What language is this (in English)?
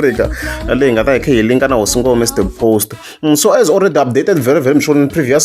Tsonga